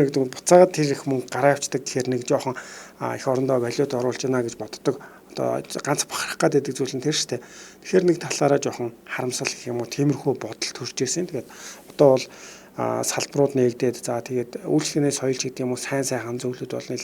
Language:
Mongolian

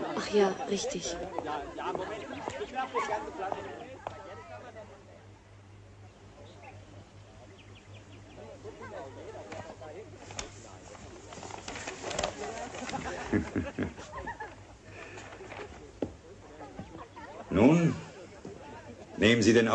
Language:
German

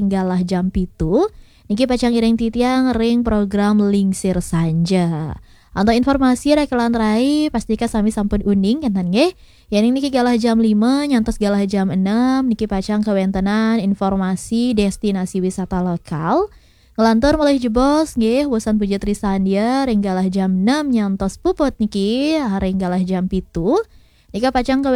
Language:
Balinese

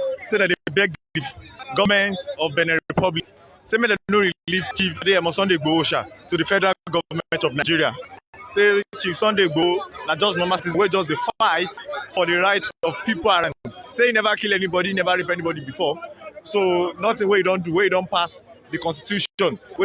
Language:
Nigerian Pidgin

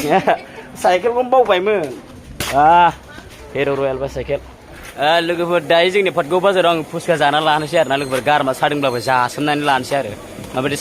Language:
Bodo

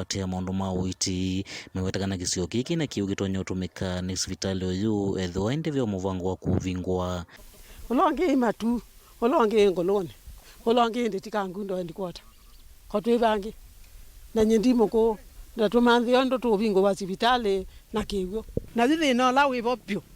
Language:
Kamba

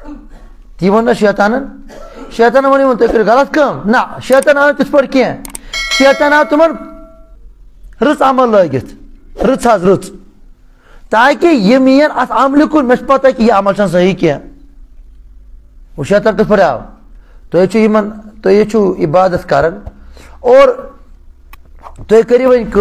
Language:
Kashmiri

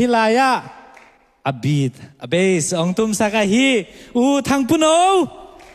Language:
Tedim Chin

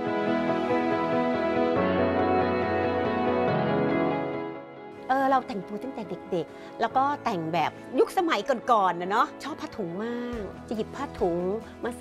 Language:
Thai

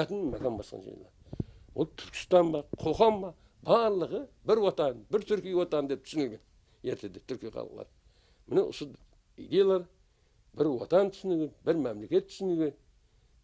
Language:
Kara-Kalpak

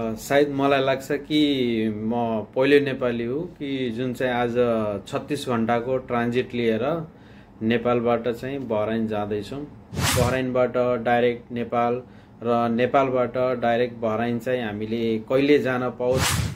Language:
Nepali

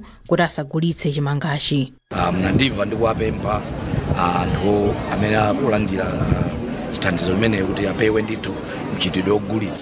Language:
Nyanja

